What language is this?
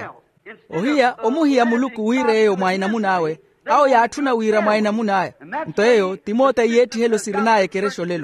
Makhuwa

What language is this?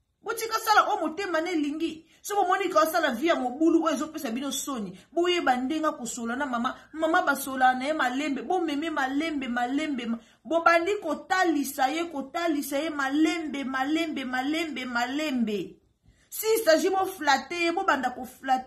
Lingala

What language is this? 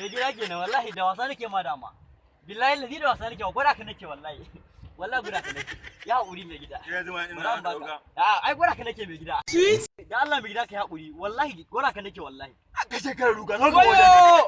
Hausa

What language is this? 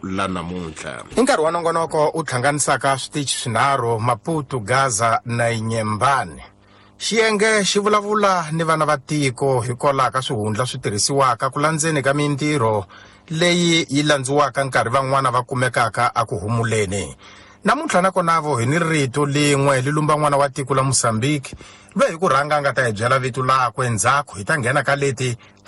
Tsonga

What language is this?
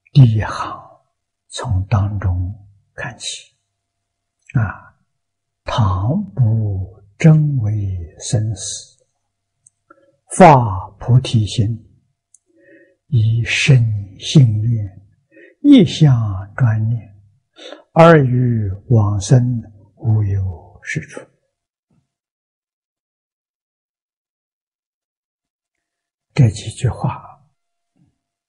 Chinese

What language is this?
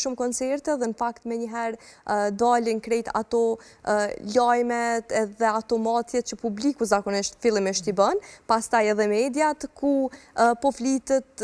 Albanian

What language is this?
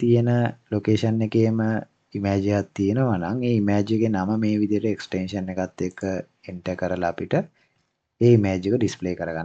Sinhala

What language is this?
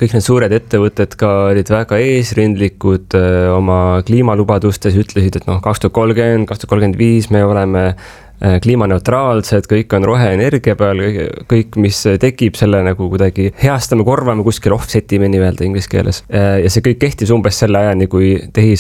Estonian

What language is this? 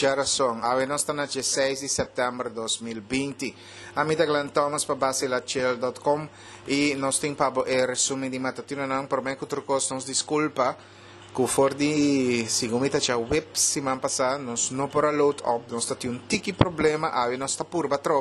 Papiamento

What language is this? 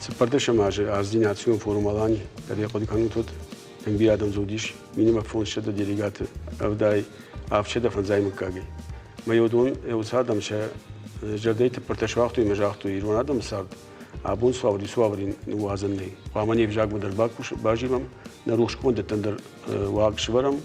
Ossetic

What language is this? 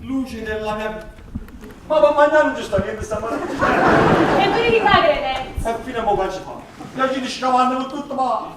Neapolitan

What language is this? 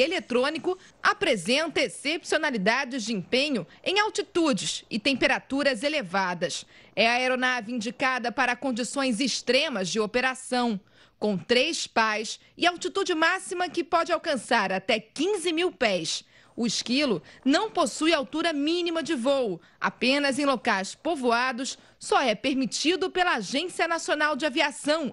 Portuguese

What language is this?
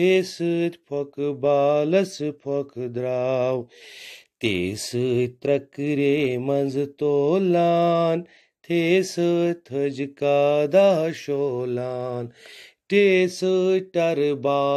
Kashmiri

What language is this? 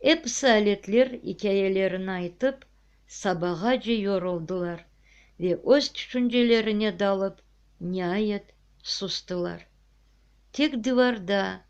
Crimean Tatar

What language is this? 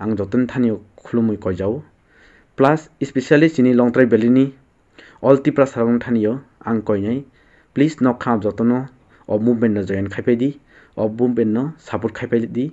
Kok Borok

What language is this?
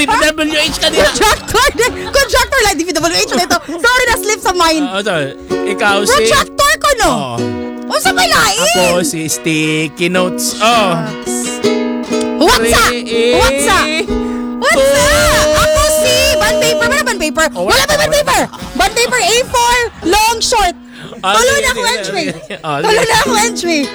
Filipino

